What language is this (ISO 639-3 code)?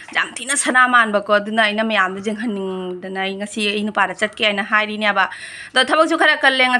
mni